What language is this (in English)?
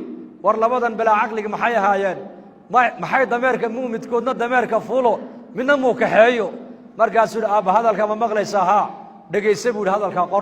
Somali